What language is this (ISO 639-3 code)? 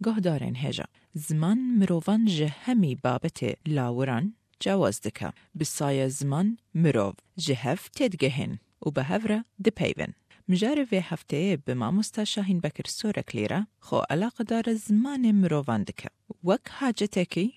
kur